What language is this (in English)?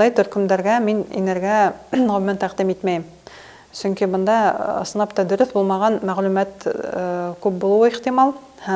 Bashkir